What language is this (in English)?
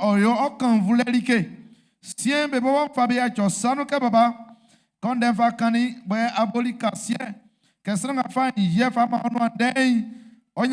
Baoulé